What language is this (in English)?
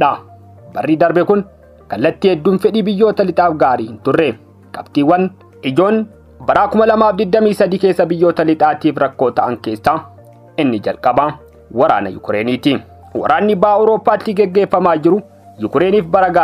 Oromo